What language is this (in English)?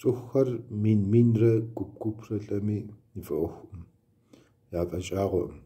Kabardian